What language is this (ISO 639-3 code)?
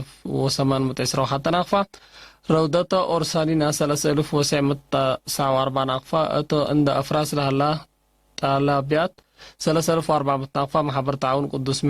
tig